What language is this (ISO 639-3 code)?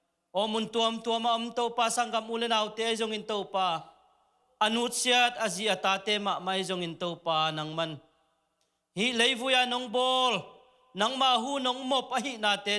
ctd